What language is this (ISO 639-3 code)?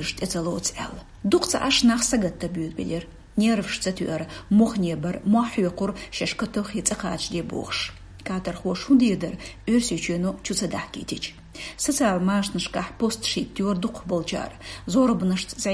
che